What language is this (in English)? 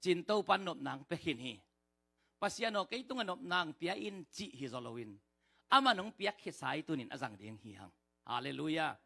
Tedim Chin